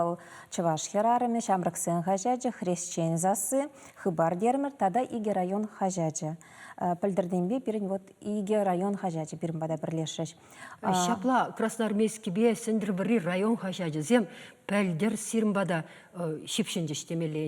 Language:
Chuvash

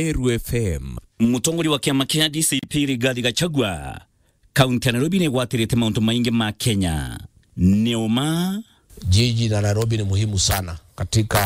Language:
Meru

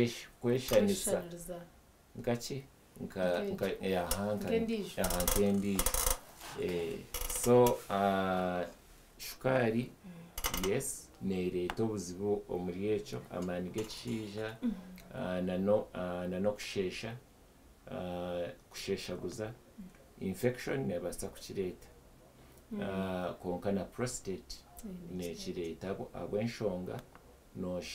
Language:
Nyankole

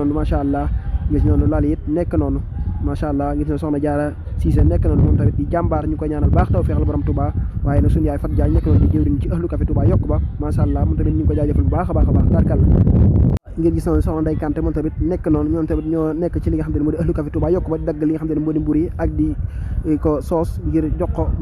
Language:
Wolof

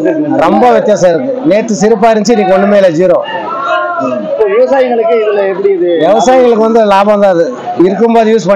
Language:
Tamil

